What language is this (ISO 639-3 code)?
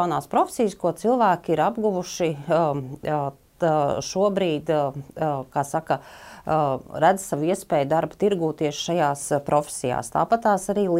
lav